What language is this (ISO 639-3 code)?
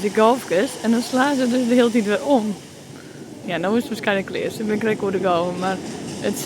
fry